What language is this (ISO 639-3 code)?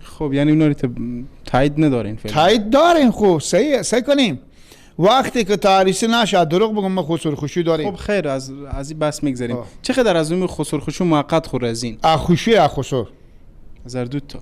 fas